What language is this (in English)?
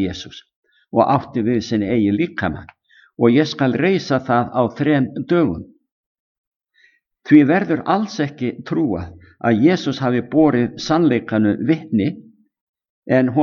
Icelandic